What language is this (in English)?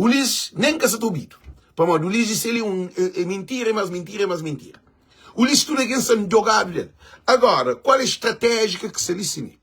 Kabuverdianu